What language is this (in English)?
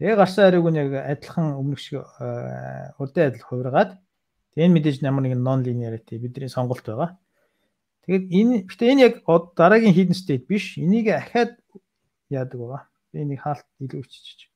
Mongolian